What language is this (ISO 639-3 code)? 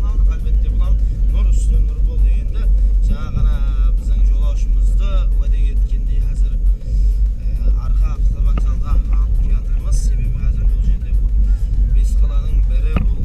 kaa